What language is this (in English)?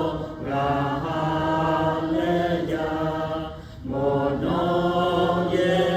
Lahu